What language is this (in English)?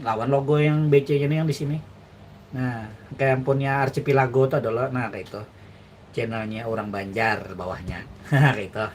Banjar